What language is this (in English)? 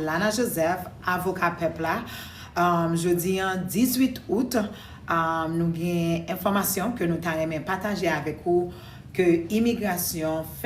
Haitian Creole